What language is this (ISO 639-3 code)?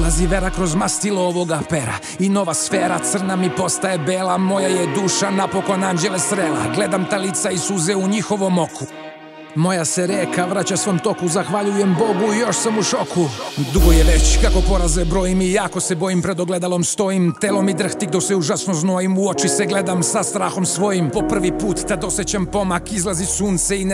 srp